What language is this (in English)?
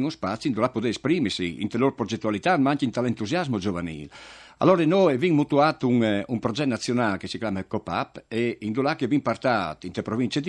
Friulian